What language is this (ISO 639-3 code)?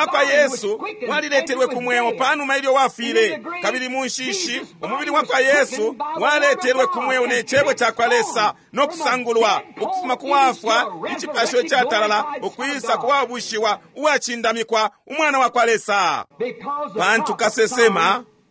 bem